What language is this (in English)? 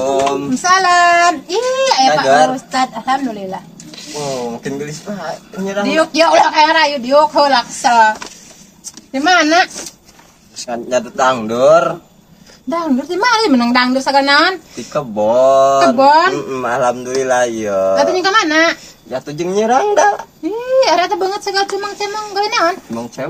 Sundanese